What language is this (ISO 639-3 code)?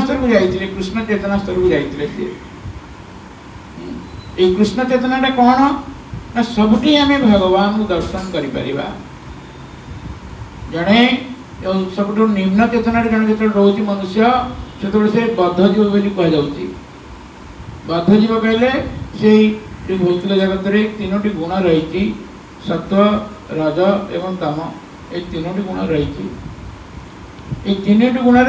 ori